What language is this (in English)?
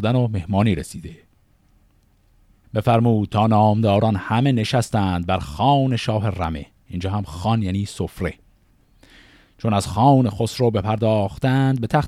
Persian